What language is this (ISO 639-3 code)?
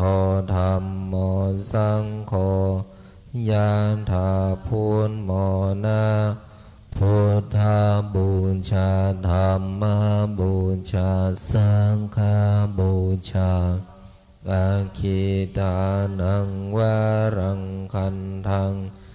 pli